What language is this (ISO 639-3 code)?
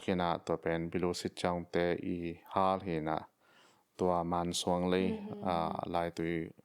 ctd